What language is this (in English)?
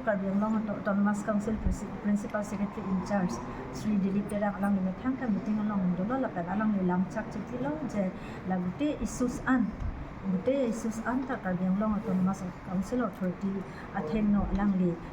Karbi